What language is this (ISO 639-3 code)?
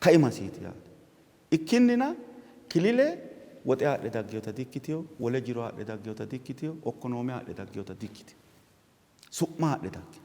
sid